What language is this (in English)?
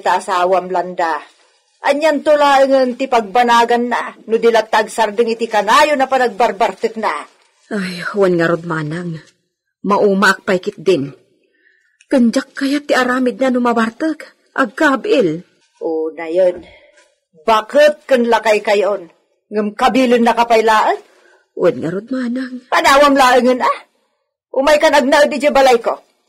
Iloko